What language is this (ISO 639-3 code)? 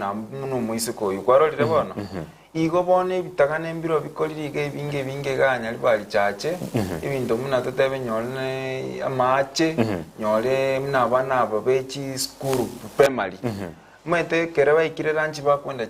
guz